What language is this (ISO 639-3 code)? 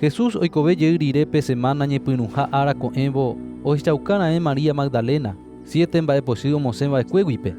grn